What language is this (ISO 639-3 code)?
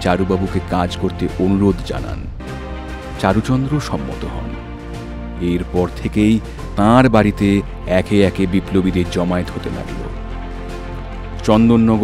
ben